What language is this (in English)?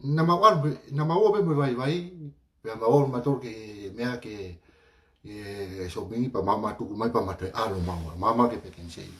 Tongan